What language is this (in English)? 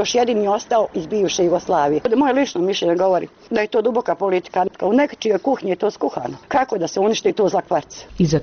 Bosnian